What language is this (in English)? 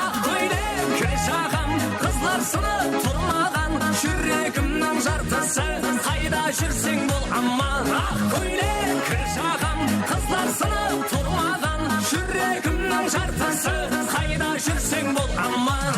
Kara-Kalpak